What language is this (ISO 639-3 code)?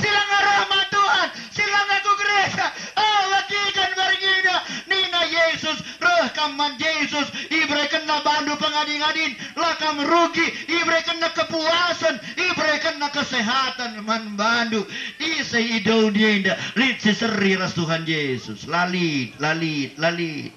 btx